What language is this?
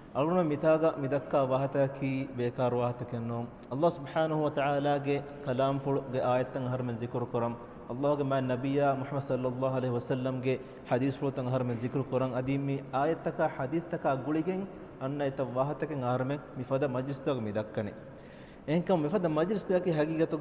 Divehi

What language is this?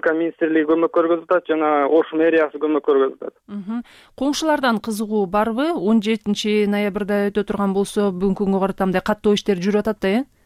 Kyrgyz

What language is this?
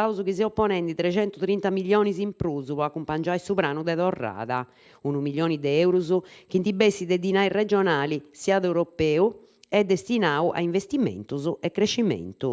Sardinian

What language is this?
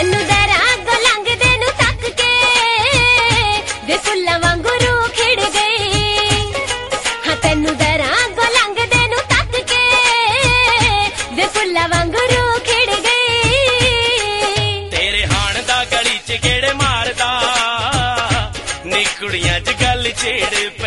Punjabi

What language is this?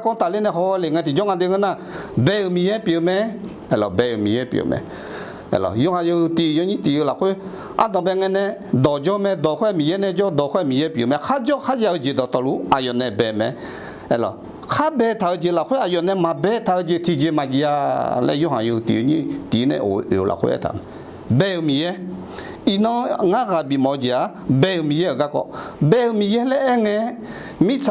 Akha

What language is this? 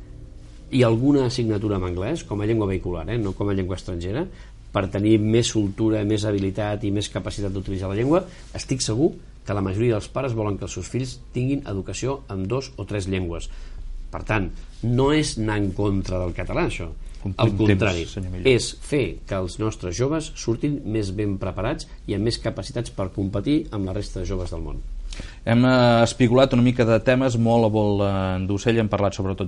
Catalan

